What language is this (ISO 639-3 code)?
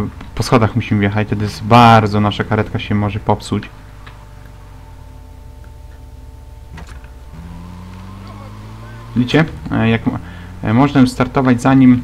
pol